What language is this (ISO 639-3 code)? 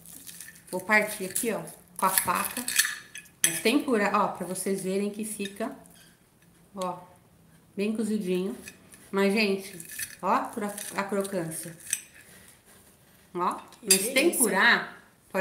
por